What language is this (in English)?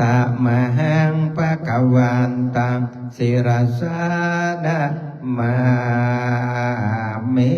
Pali